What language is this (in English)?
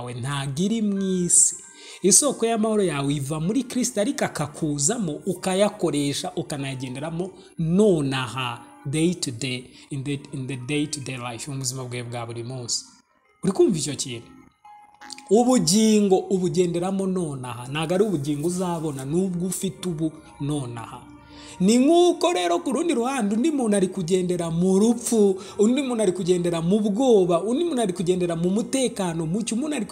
Kinyarwanda